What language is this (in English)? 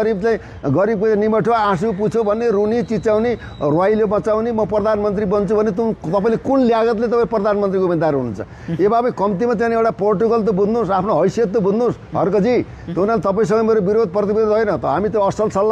Nepali